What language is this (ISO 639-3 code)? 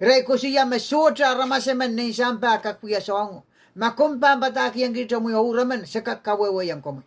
pon